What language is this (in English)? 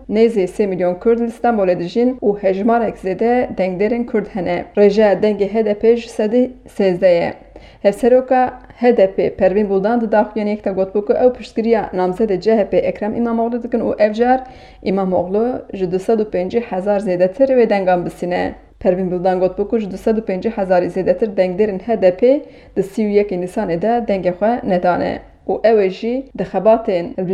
Kurdish